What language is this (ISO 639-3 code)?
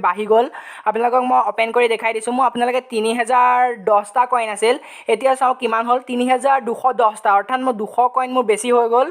asm